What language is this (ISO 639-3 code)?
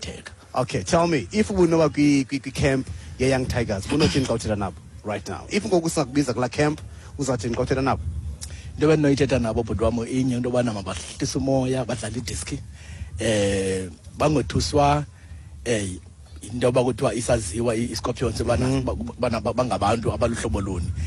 xho